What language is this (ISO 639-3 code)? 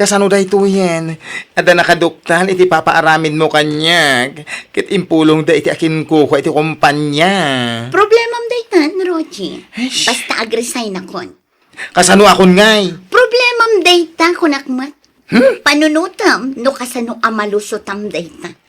ilo